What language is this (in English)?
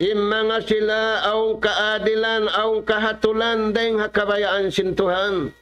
Tausug